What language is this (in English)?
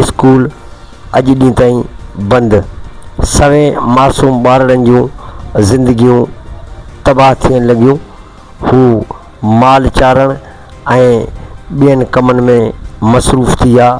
Sindhi